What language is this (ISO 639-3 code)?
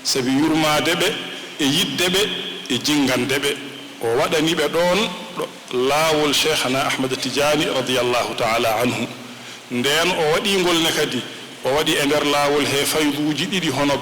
ful